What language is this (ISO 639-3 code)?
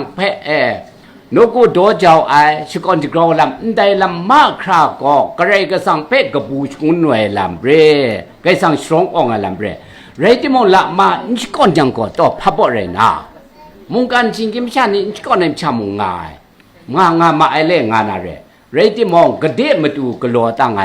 kac